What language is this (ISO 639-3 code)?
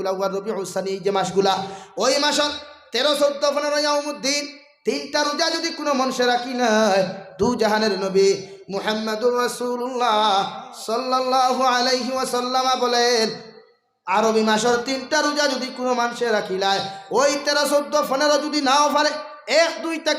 syl